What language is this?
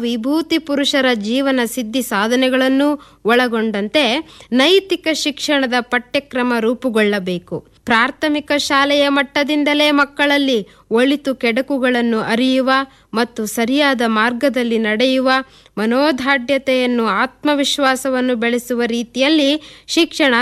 Kannada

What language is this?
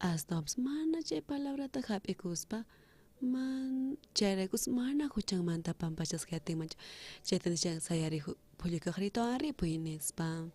South Bolivian Quechua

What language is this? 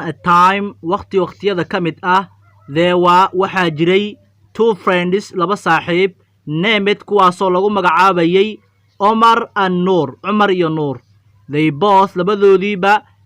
Somali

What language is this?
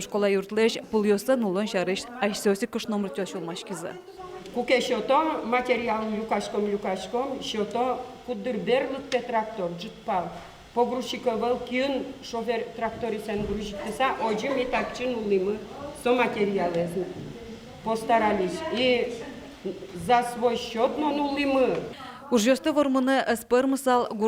Udmurt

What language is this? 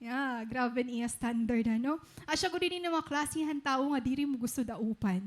Waray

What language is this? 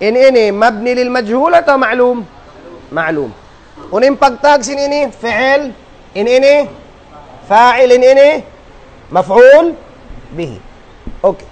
Tausug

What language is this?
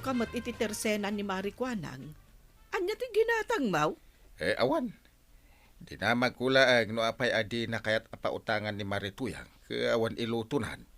Iloko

